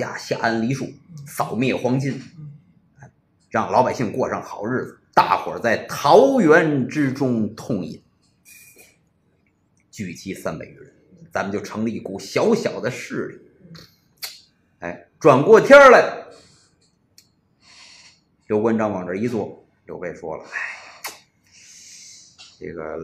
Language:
Chinese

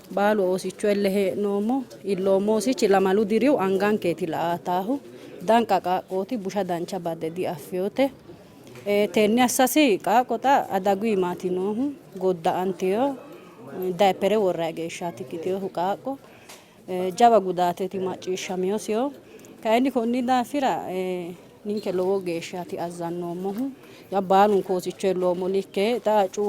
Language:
Sidamo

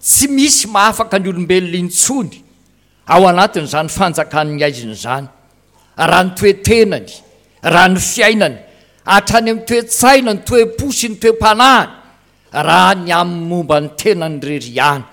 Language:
Malagasy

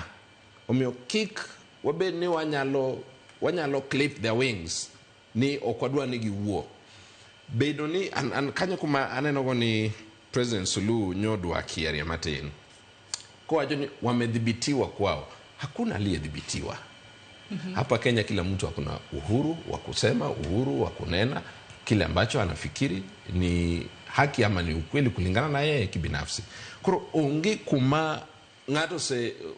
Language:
Luo (Kenya and Tanzania)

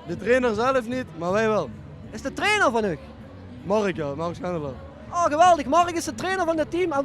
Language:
Limburgish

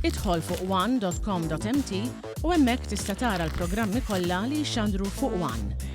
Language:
Maltese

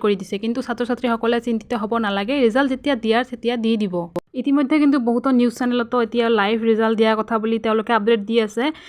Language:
Assamese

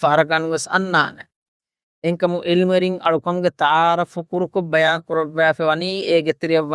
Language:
Divehi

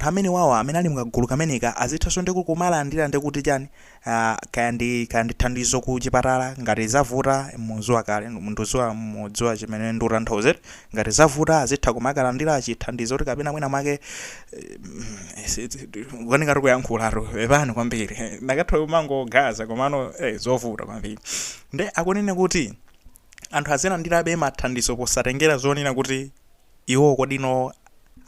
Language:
Nyanja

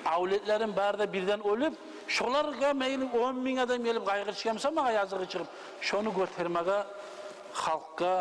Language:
Kumyk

